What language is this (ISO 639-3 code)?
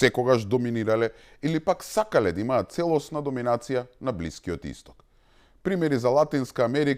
mkd